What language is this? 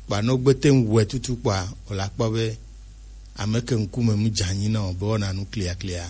Gen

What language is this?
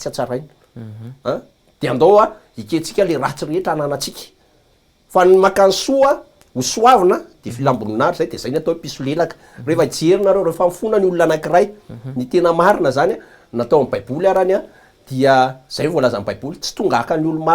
Malagasy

